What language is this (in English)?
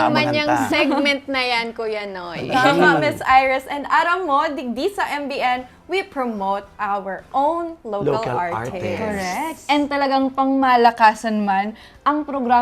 Bikol